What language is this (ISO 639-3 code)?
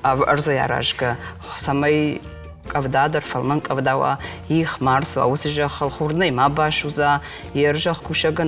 oss